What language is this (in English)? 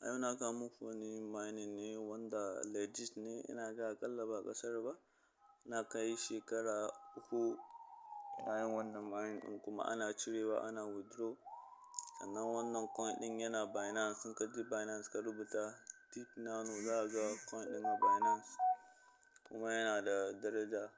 Hausa